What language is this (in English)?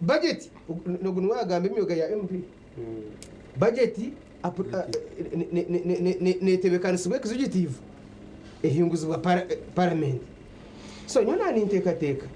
Nyankole